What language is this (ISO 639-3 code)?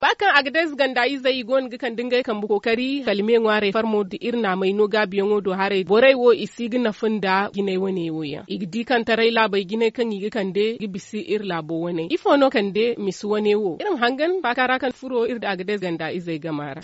dje